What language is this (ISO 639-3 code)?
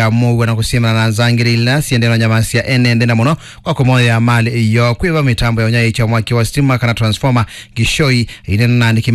kam